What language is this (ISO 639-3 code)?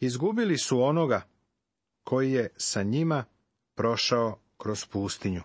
srp